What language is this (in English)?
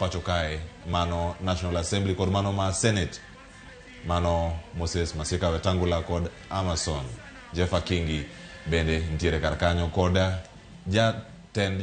Luo (Kenya and Tanzania)